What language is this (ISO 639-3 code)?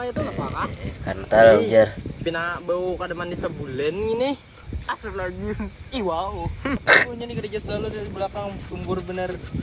bjn